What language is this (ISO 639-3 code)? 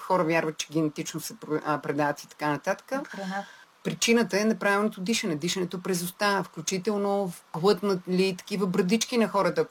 bul